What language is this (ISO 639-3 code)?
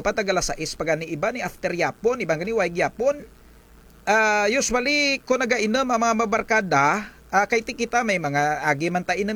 krj